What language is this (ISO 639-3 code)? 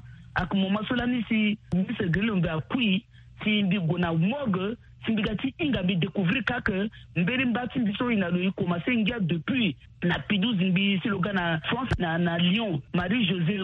sag